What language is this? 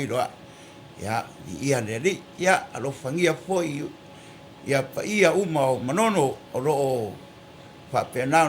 Samoan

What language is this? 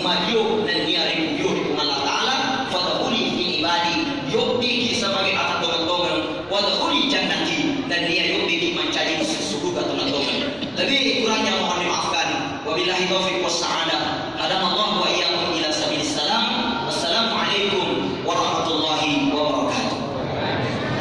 Buginese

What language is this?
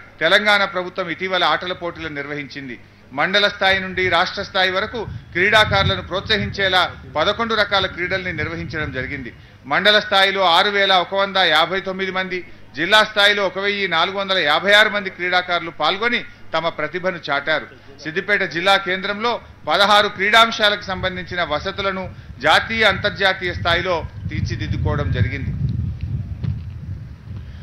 Telugu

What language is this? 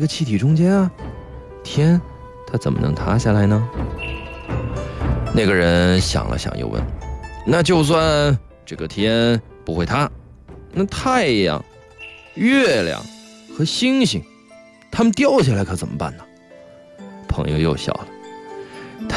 Chinese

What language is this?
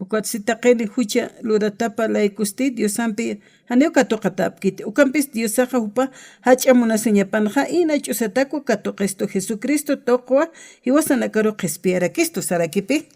Aymara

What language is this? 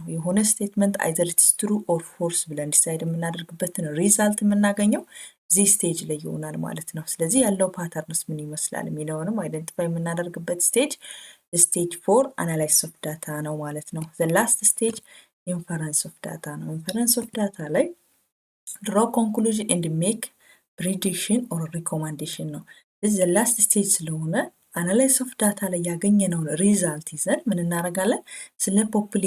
Amharic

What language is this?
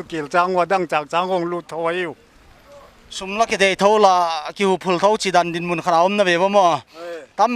Paite Chin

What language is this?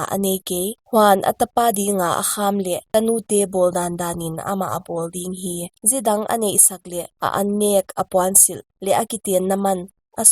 Paite Chin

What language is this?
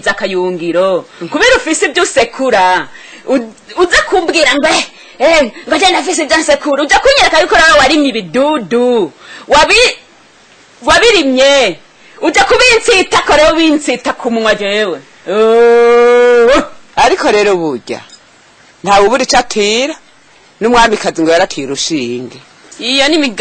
Rundi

